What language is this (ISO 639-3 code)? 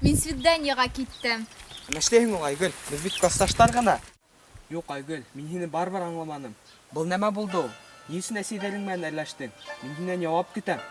bak